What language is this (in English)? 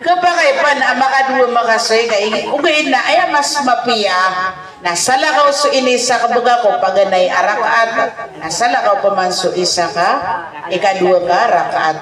Maranao